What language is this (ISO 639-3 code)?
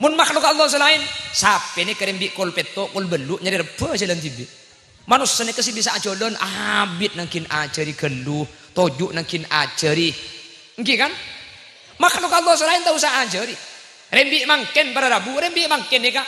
mad